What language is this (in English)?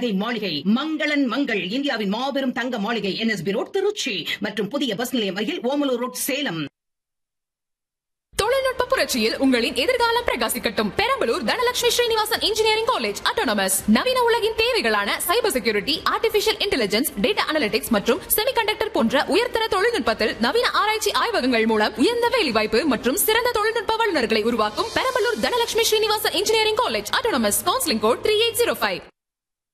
Tamil